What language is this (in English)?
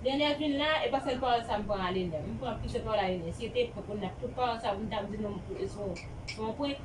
Haitian Creole